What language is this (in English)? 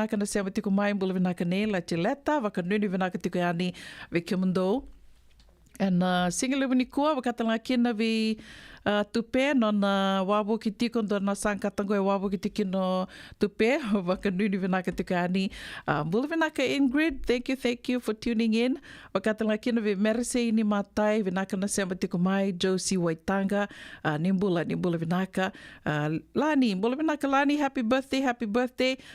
Fijian